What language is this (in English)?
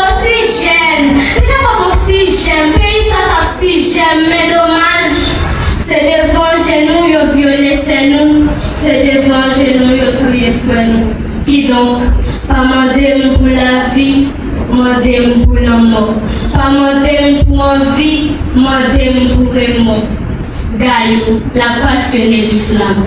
Haitian Creole